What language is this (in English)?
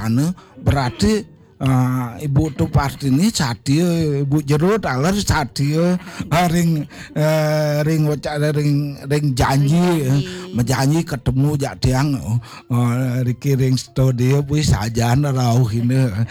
Balinese